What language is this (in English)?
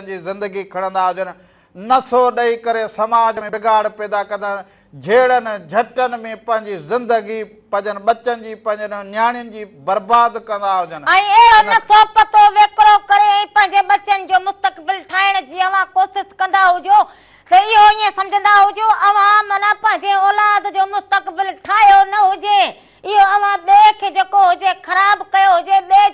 Sindhi